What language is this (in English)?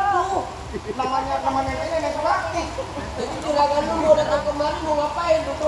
Betawi